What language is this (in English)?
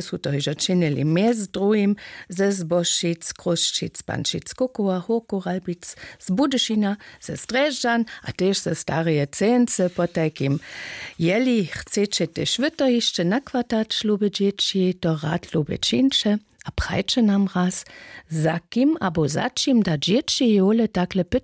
Upper Sorbian